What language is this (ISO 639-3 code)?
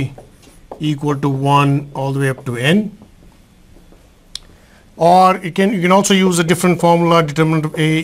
eng